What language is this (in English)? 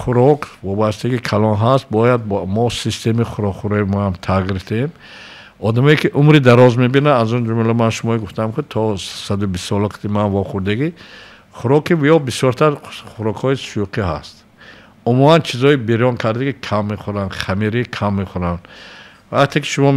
Tajik